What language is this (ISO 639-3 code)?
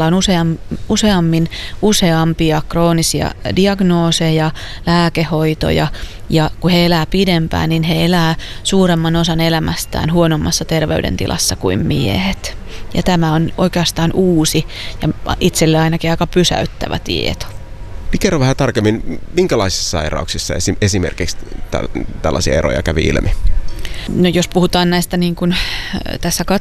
fin